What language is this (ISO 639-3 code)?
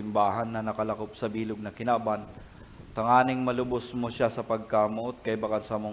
bik